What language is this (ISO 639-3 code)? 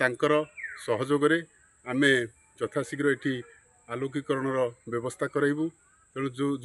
ori